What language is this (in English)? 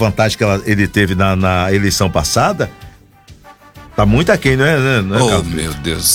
Portuguese